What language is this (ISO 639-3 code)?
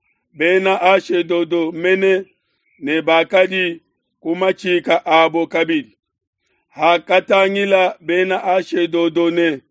lua